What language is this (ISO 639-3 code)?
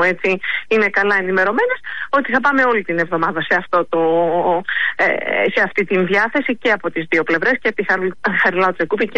ell